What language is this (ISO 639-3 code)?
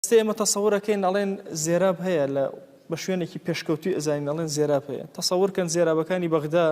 ckb